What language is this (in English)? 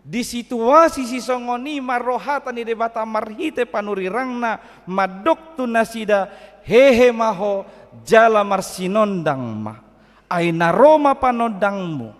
Batak Toba